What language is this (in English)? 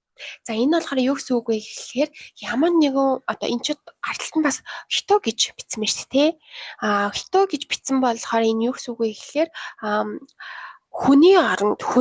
Mongolian